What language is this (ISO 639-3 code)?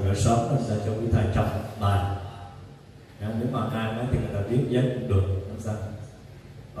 vie